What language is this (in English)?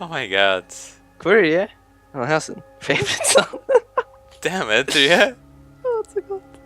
Faroese